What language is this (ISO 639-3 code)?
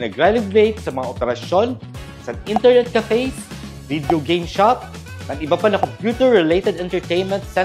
war